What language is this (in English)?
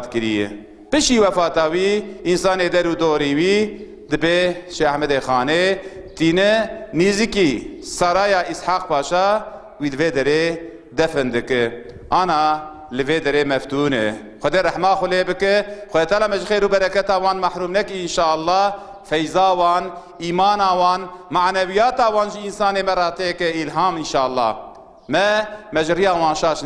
Kurdish